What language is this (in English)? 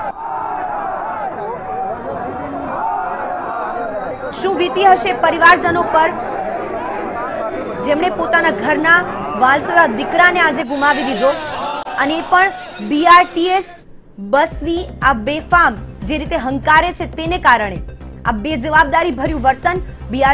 Gujarati